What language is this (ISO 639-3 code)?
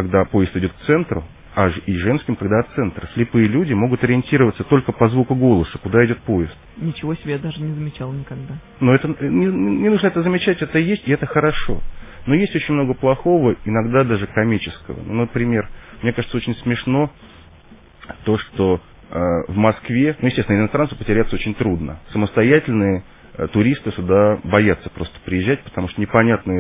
rus